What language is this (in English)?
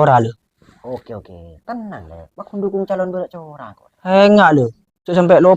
Madurese